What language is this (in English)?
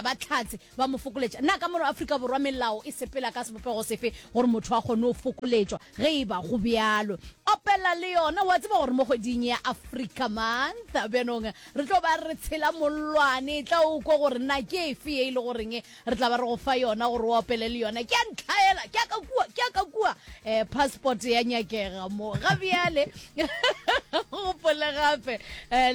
Northern Sotho